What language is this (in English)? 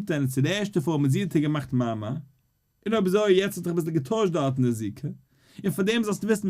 Yiddish